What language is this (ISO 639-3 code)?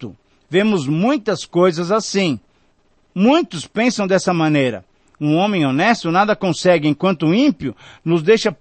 por